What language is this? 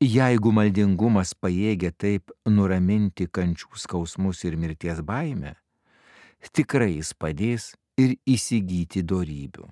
Lithuanian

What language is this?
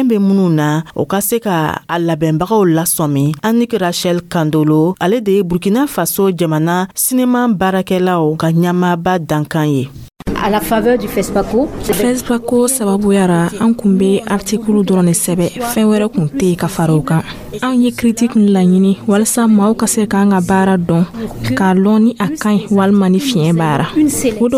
Dyula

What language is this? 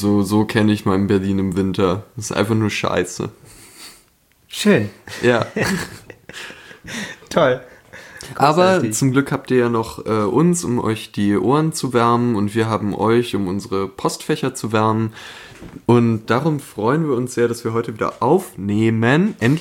German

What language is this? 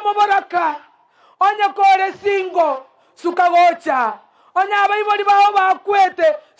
Gusii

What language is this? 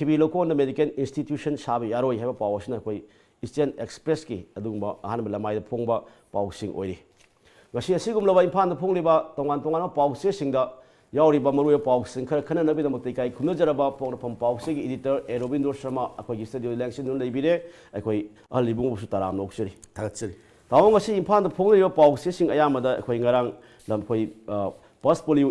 Manipuri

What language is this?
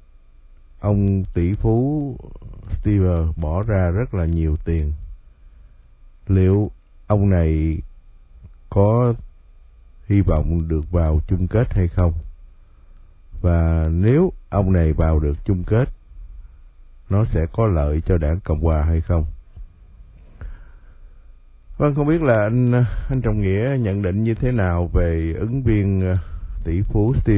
Vietnamese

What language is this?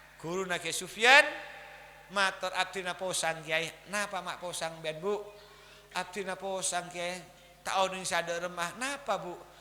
Madurese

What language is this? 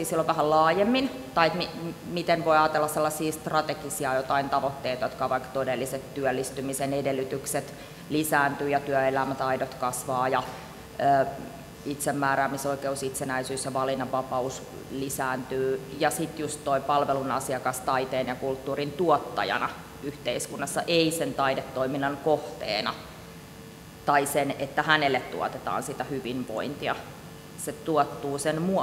Finnish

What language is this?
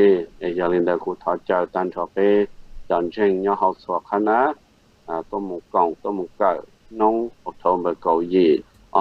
Hmong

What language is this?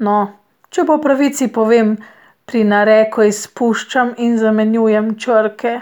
Slovenian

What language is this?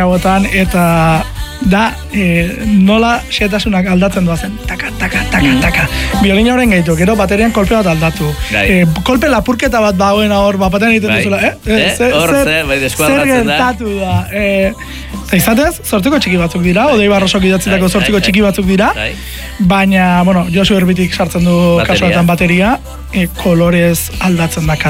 Basque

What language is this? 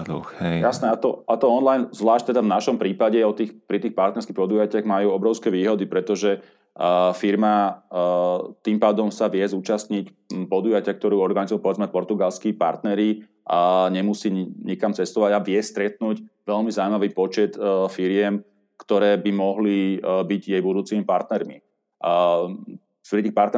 Slovak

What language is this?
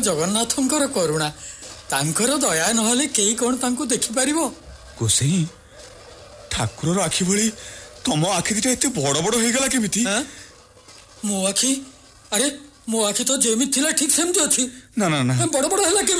Odia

